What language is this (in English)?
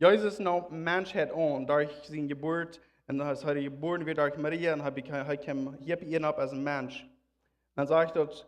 Plautdietsch